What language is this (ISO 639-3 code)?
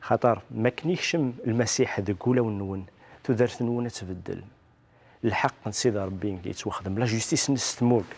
kab